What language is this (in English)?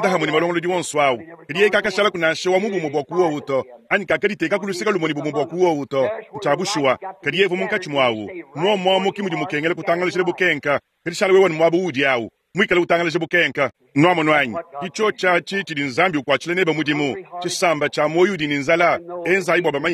Luba-Lulua